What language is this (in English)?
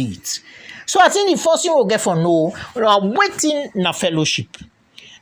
Krio